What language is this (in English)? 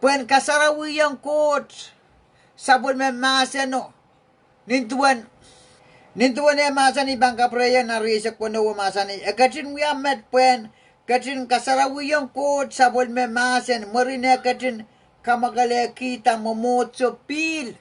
Pohnpeian